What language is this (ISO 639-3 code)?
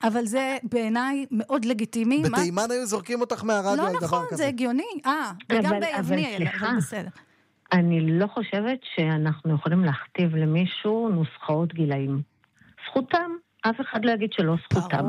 heb